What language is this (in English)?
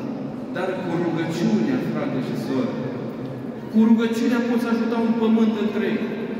Romanian